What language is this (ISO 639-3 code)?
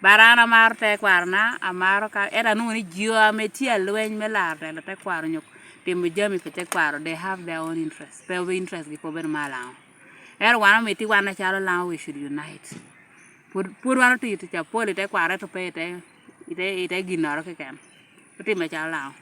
laj